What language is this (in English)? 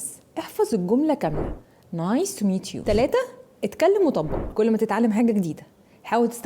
Egyptian Arabic